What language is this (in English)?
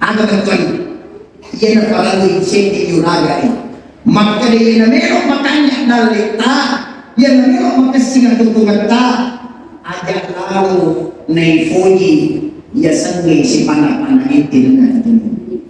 Buginese